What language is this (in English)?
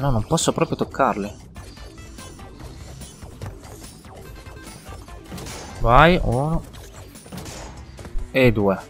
Italian